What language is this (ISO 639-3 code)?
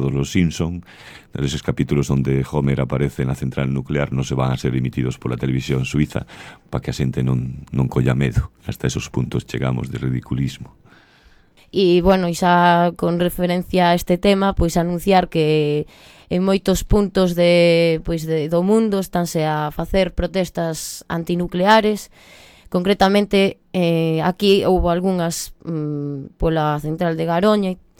glg